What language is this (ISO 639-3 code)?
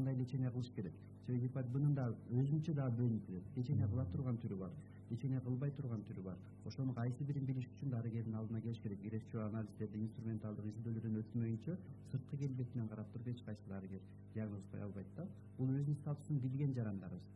kir